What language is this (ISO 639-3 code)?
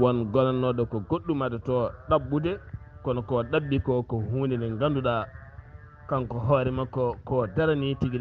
ful